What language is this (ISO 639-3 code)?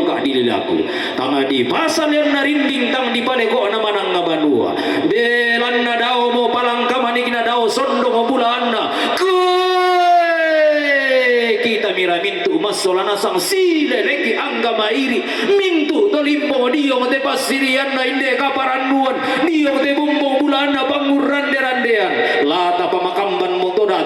sda